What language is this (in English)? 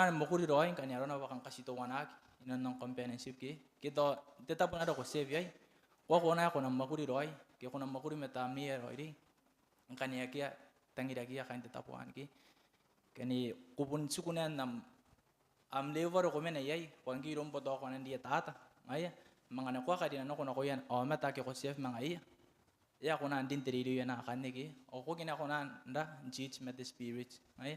Gilbertese